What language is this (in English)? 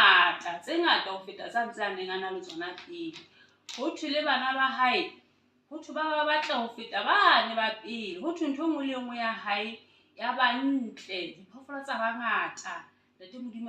Southern Sotho